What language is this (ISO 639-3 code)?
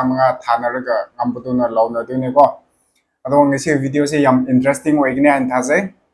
mni